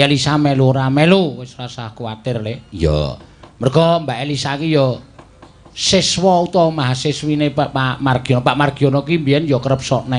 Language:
Javanese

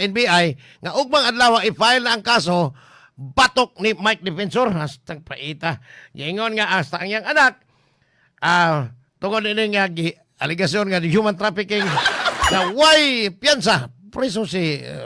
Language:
Cebuano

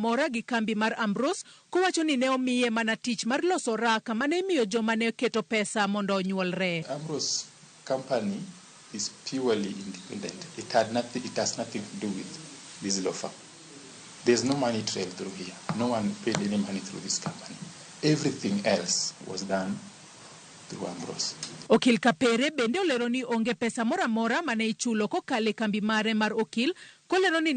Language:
Luo (Kenya and Tanzania)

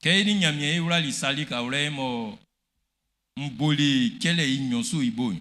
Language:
Baoulé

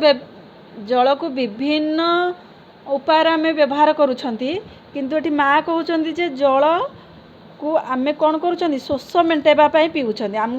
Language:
Odia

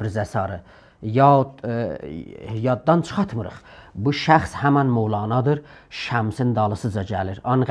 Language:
South Azerbaijani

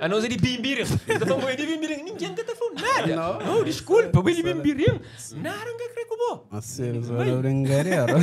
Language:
Kabuverdianu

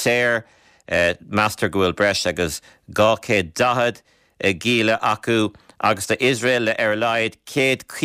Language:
Irish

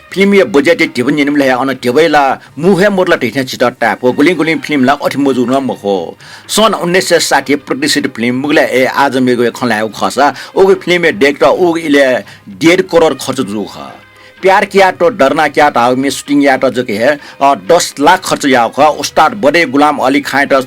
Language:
Newari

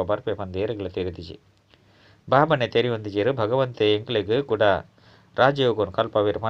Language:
Tulu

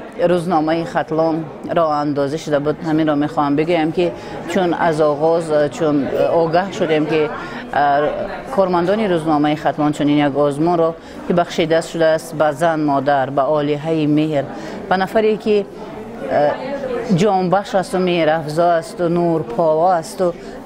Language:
Tajik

